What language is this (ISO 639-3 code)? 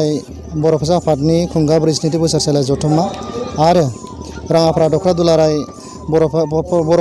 brx